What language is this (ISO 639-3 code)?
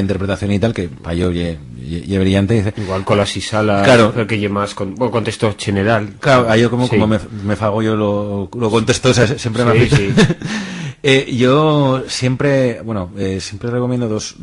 arg